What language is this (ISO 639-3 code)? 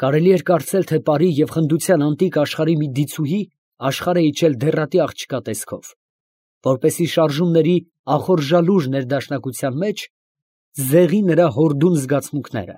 hye